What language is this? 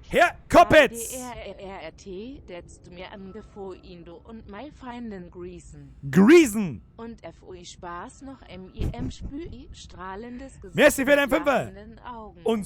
Bavarian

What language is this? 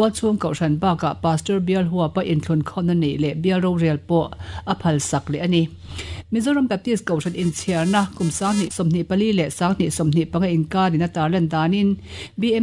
Mizo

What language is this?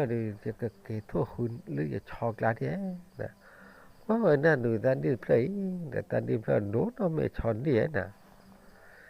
S'gaw Karen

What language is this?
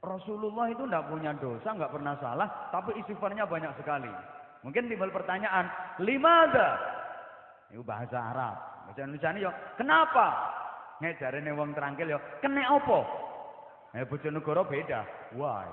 Javanese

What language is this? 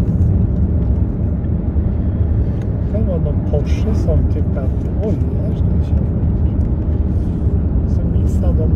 Swedish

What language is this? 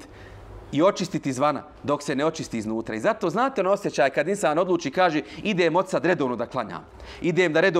Bosnian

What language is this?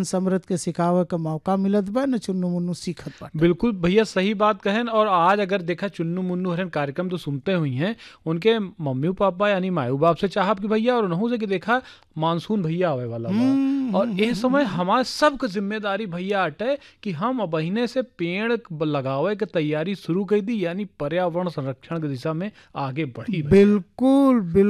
Bhojpuri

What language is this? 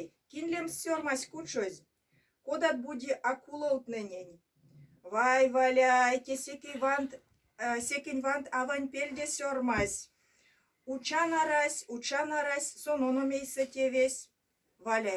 Erzya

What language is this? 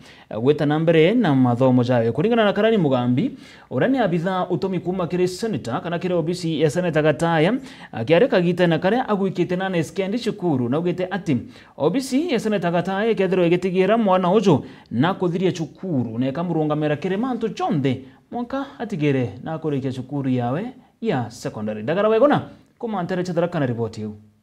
Meru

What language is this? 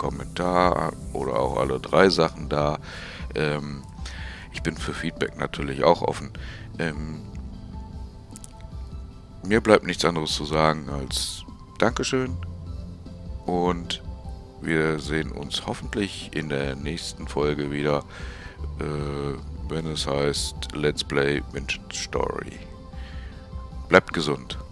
German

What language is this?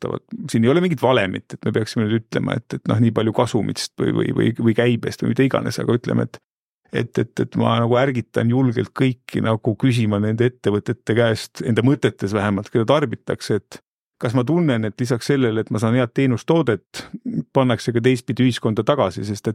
Estonian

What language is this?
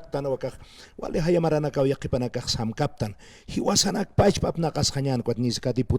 Aymara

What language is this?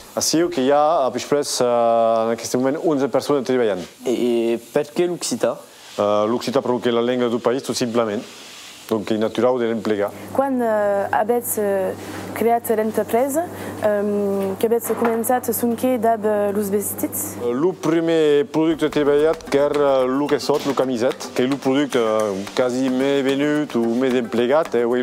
Occitan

